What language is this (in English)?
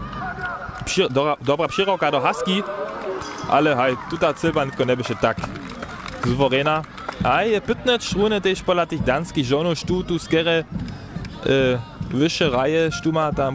Upper Sorbian